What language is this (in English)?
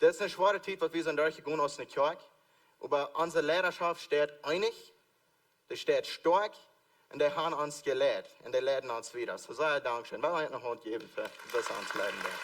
Plautdietsch